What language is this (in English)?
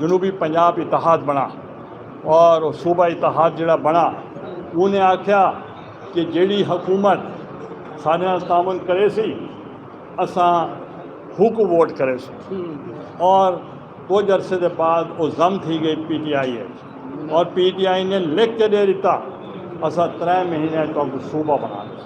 Saraiki